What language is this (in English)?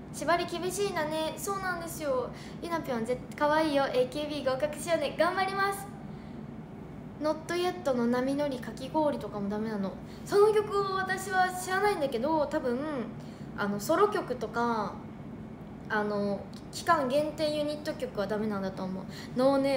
Japanese